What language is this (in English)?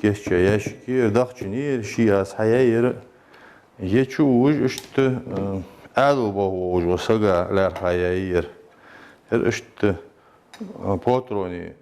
Ingush